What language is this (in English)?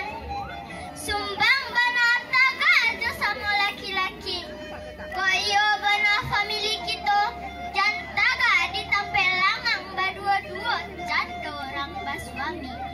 Minangkabau